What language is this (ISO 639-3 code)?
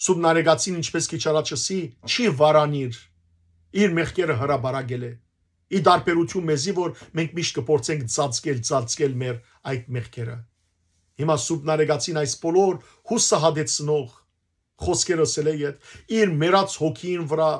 hyw